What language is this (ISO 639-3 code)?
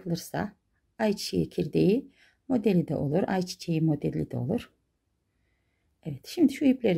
tur